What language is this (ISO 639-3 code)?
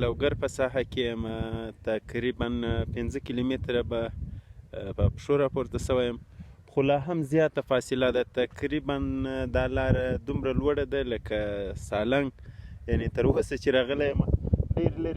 pus